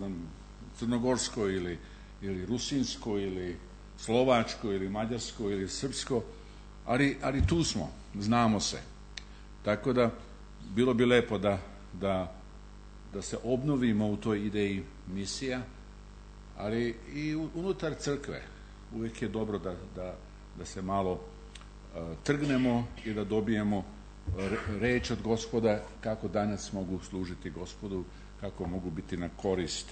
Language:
Serbian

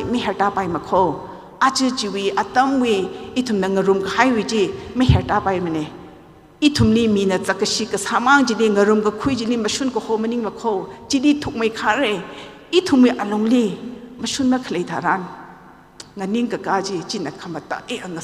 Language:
Tangkhul Naga (India)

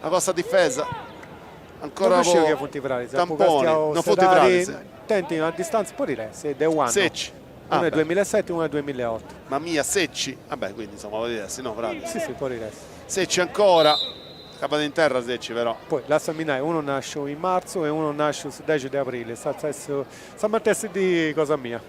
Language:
Sardinian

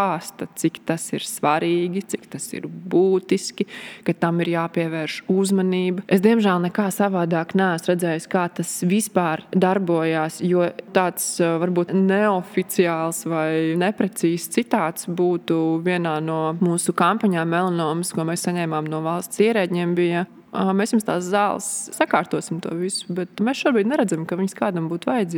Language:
Latvian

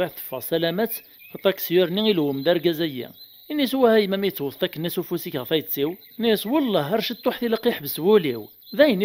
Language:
Kabyle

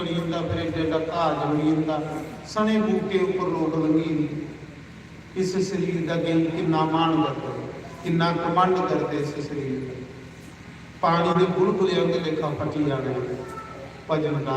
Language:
Dogri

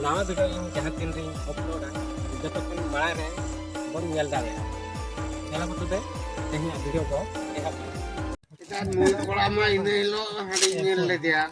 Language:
Santali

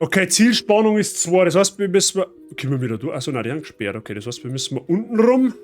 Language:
Bavarian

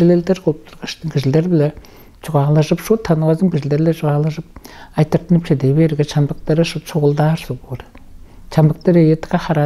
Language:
Tuvinian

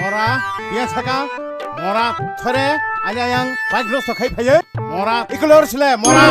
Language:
Kok Borok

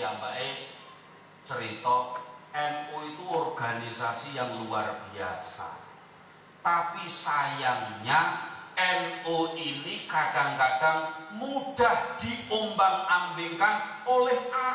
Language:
Javanese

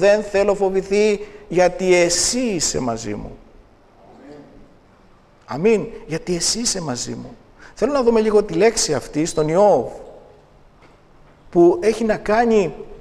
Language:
Greek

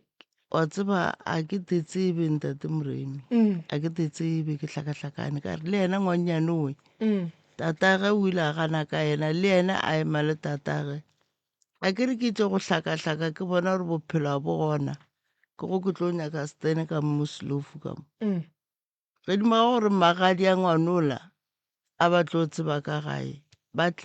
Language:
Northern Sotho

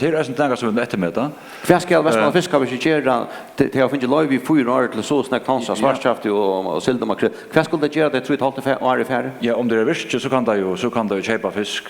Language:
Faroese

